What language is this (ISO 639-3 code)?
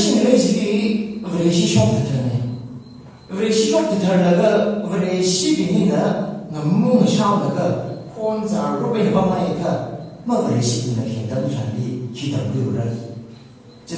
nmf